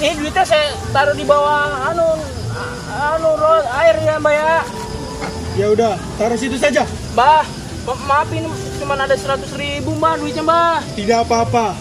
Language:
Betawi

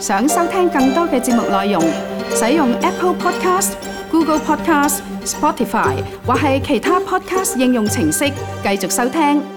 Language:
Cantonese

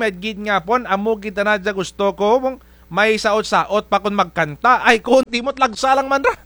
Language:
Kinaray-a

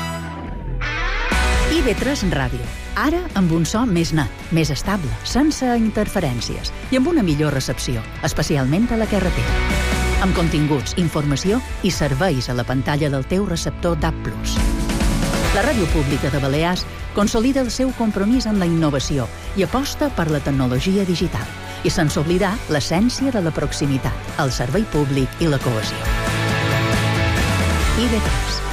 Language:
Catalan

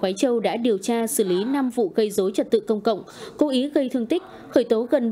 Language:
Vietnamese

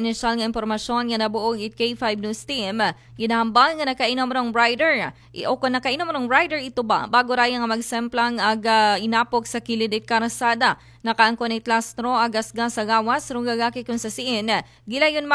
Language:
Aklanon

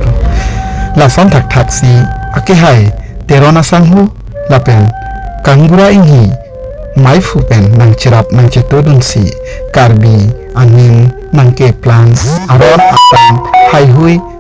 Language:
Karbi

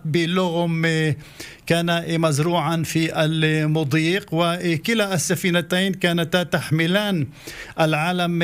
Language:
Arabic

